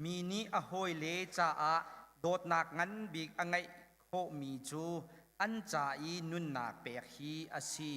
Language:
Hakha Chin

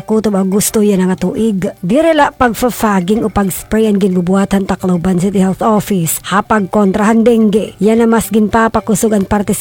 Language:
Waray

